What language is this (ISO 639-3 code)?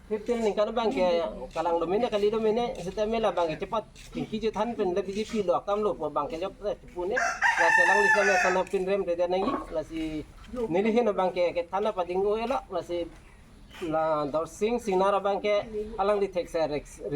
mjw